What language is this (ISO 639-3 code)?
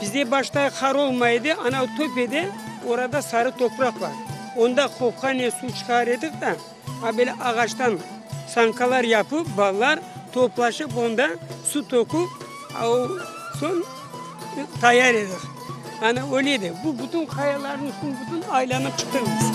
crh